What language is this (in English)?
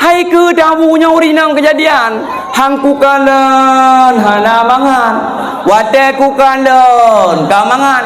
Achinese